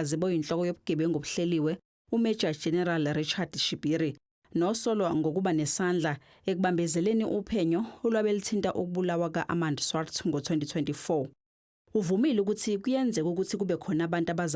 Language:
Zulu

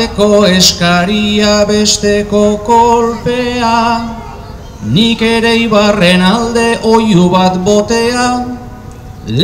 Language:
Basque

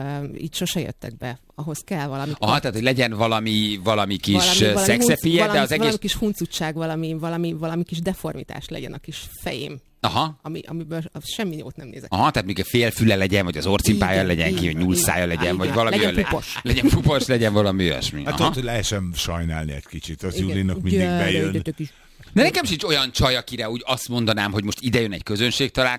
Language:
Hungarian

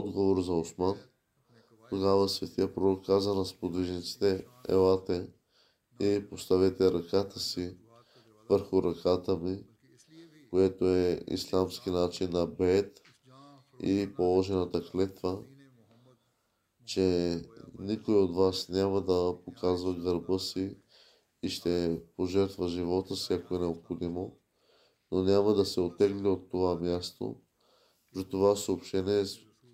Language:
Bulgarian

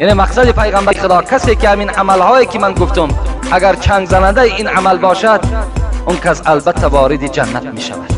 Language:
Tajik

